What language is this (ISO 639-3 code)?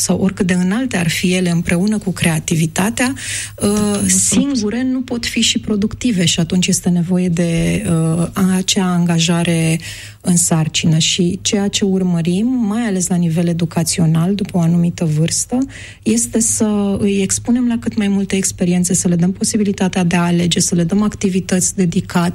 ron